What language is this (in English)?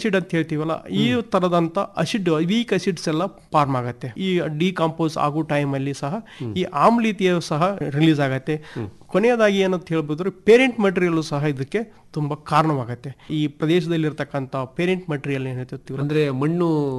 Kannada